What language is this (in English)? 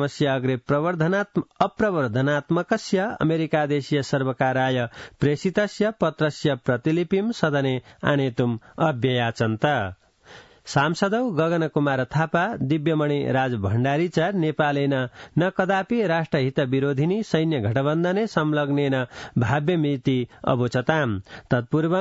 Sanskrit